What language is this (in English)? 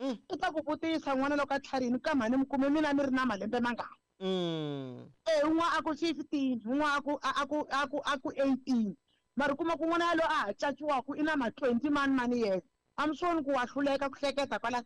Tsonga